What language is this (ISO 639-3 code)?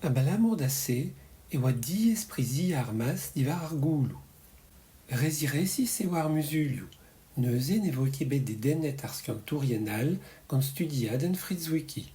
bre